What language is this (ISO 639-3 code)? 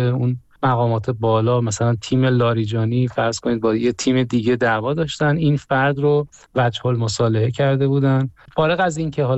fas